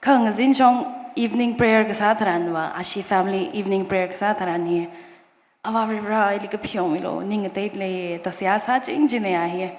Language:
Tangkhul Naga (India)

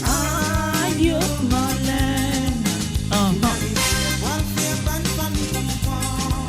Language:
Morisyen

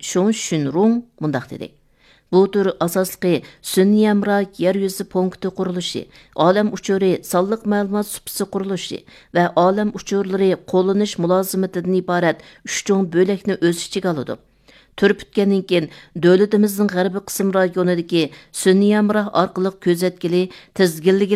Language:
Uyghur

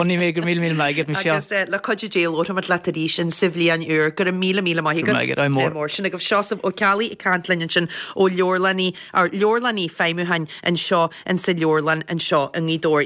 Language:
Irish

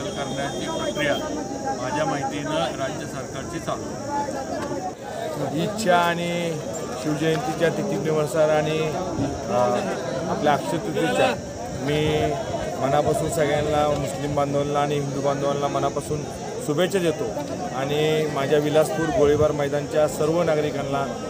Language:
Marathi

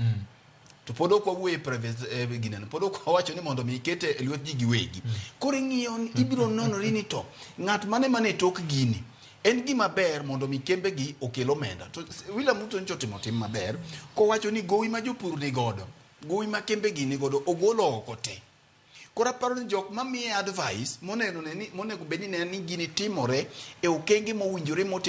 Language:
Luo (Kenya and Tanzania)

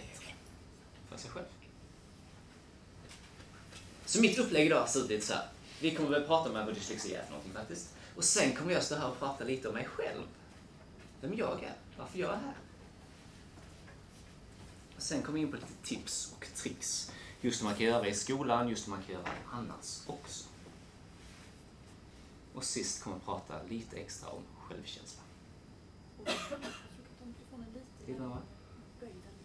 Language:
Swedish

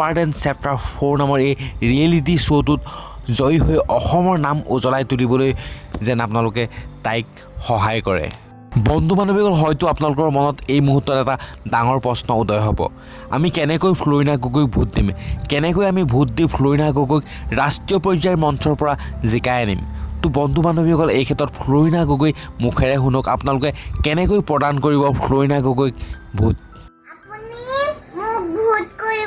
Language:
Assamese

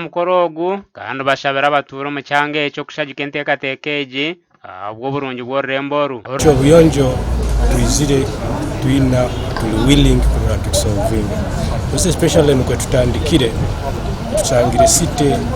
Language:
Nyankole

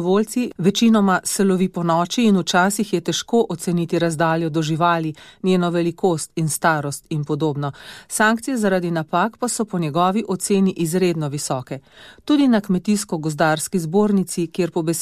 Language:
Slovenian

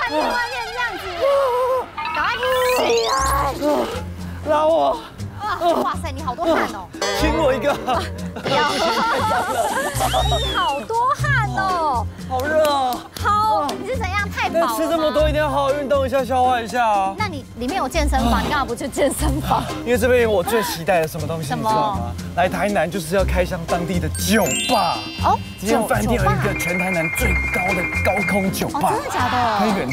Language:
Chinese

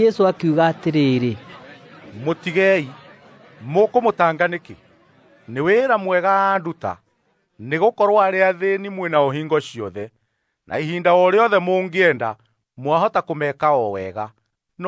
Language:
Kikuyu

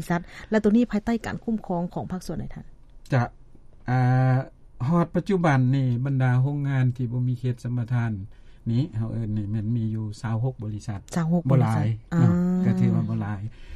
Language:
Lao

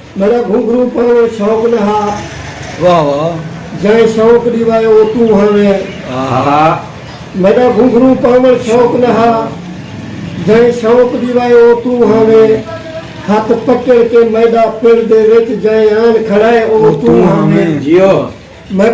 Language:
Saraiki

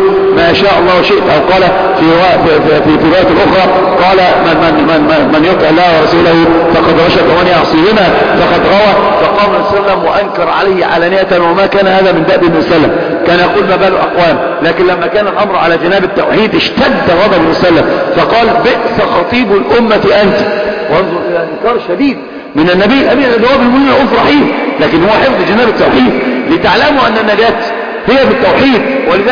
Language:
Arabic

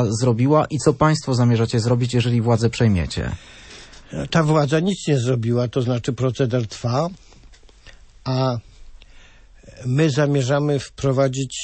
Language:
Polish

